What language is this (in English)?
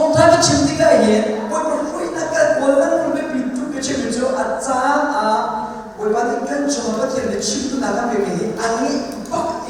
Hakha Chin